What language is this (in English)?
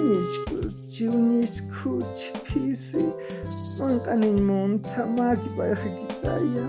Aymara